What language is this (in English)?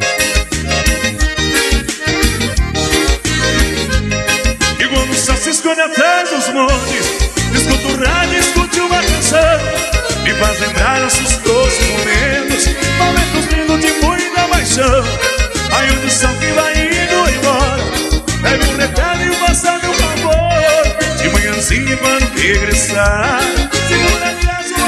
Portuguese